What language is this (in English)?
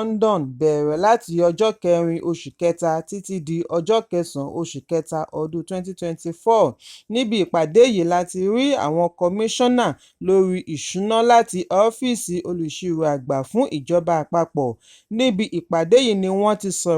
Yoruba